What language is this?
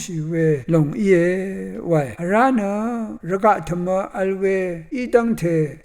Rawang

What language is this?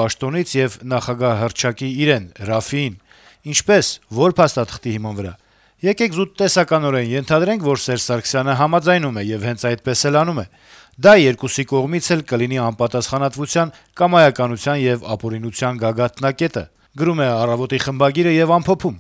Armenian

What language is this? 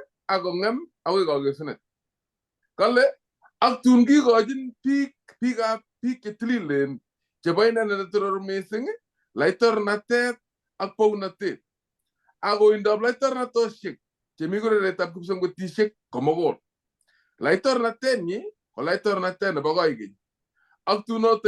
Kalenjin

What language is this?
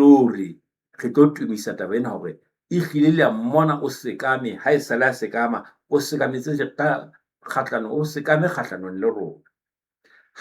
Southern Sotho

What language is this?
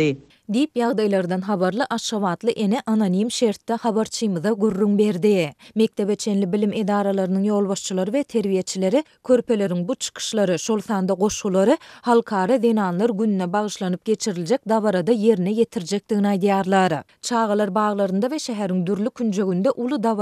Turkmen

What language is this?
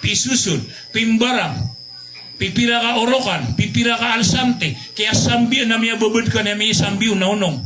Maranao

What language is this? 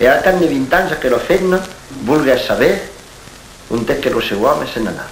Occitan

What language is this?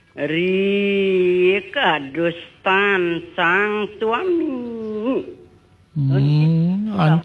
Balinese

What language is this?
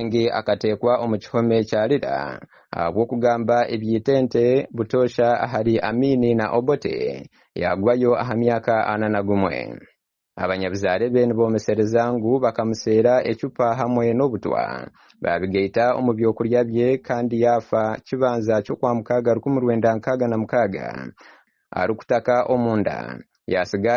Nyankole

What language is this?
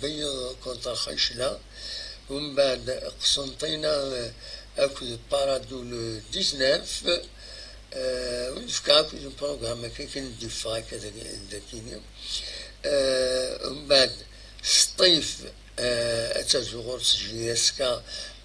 Kabyle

